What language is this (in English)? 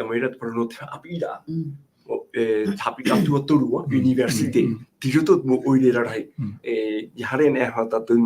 Tahitian